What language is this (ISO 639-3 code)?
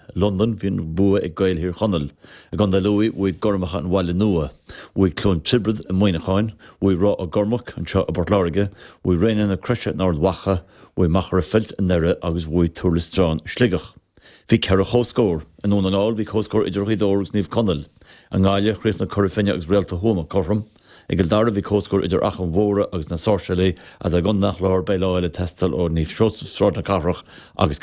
gle